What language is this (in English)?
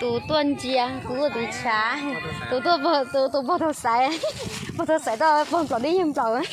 Hmong